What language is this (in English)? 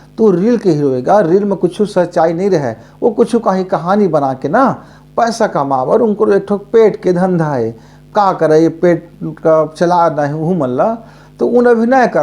Chhattisgarhi